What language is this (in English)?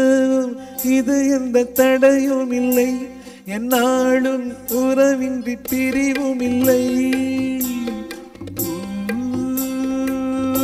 Tamil